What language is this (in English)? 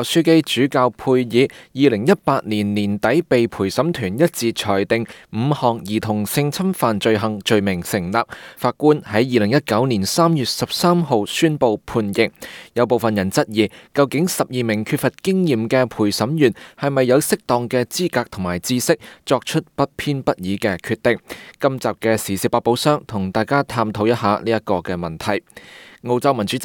Cantonese